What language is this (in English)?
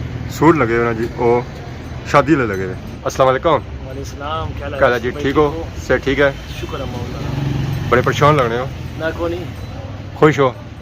Pahari-Potwari